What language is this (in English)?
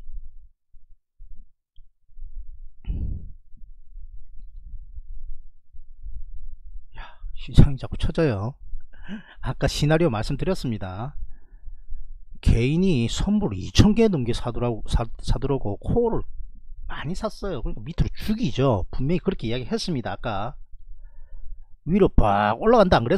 Korean